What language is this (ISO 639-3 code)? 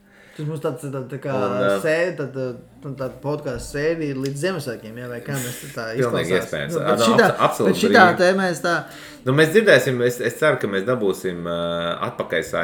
lav